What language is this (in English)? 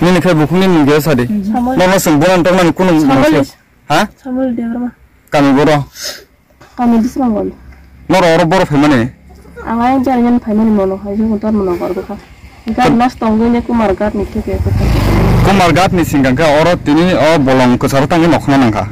Riang (India)